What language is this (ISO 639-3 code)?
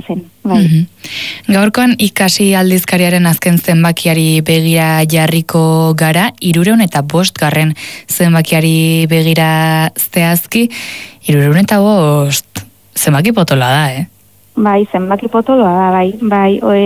eus